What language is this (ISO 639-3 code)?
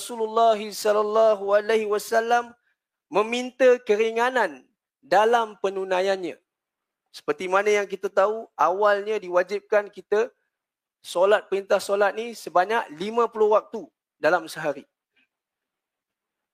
msa